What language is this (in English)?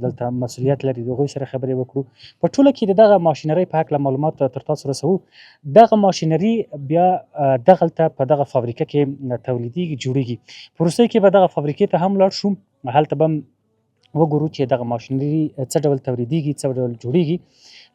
Pashto